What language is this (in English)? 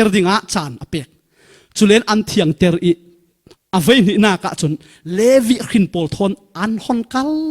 Falam Chin